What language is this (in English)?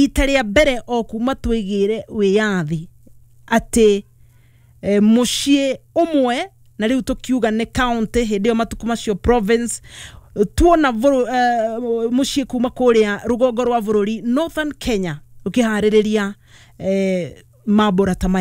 Kikuyu